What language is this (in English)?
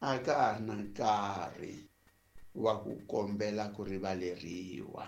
Tsonga